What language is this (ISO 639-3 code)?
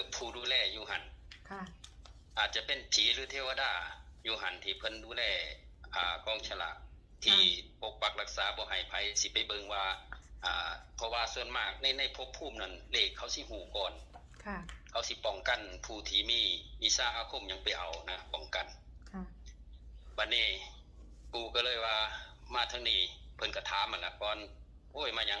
tts